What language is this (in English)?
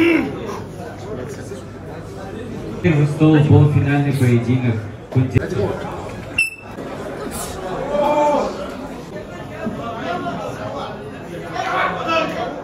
Russian